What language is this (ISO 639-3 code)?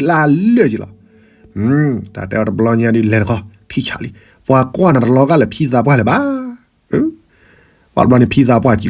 ksw